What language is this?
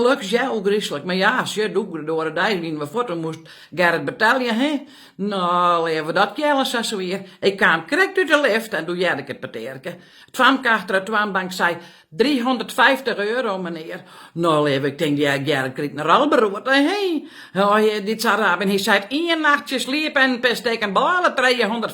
Western Frisian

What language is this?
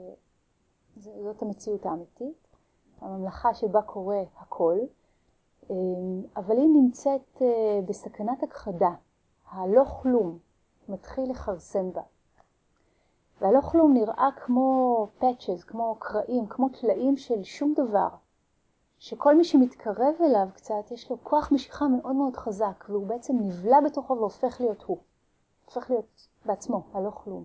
Hebrew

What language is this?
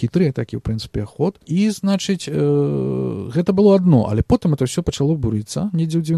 Belarusian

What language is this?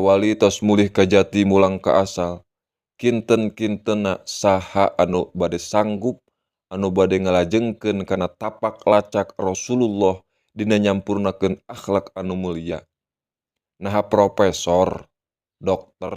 Sundanese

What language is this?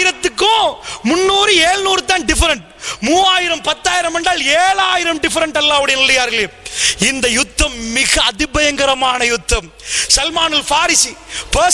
Tamil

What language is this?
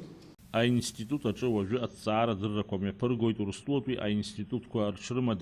Abkhazian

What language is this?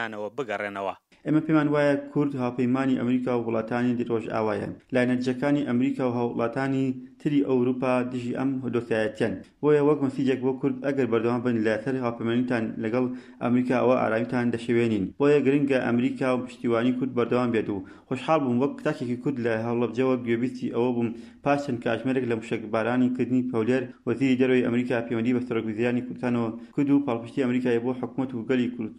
Central Kurdish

